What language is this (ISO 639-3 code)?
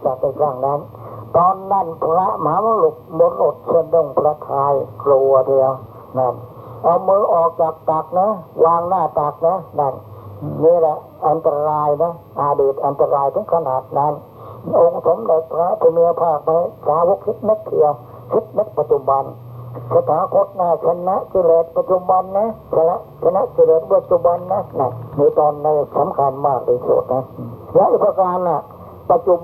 tha